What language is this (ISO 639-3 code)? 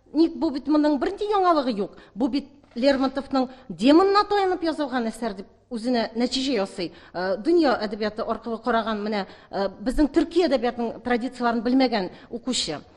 tat